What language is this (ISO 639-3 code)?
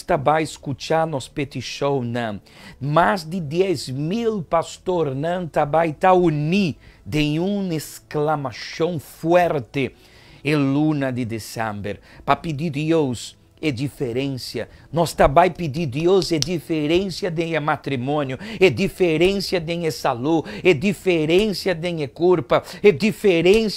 pap